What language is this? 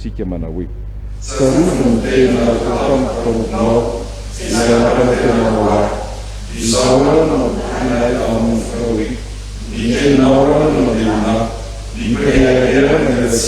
Malagasy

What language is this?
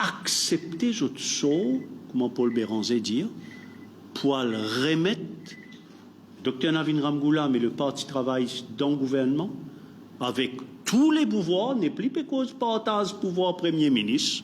Morisyen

